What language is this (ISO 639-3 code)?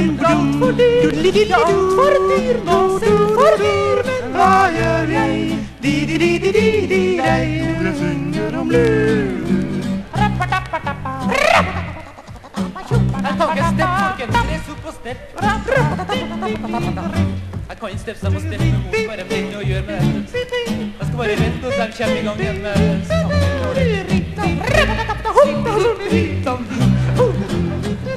nor